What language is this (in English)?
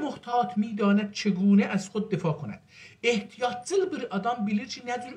South Azerbaijani